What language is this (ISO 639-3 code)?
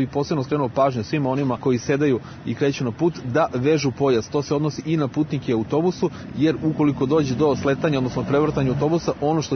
srp